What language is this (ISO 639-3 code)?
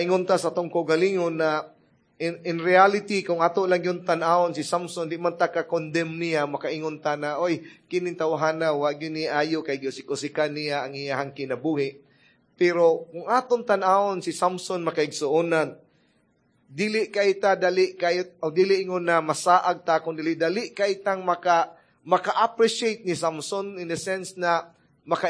ceb